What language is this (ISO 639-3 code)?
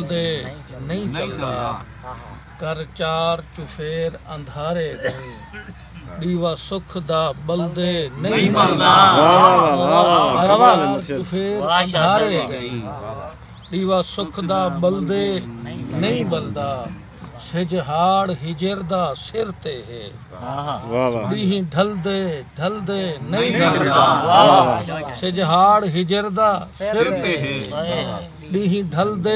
skr